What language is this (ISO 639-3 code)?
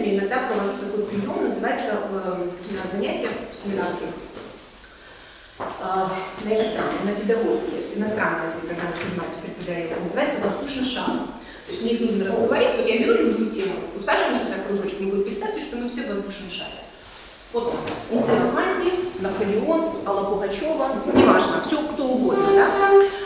rus